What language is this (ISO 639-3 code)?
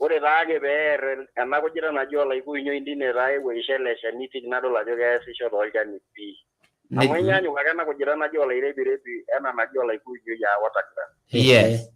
mas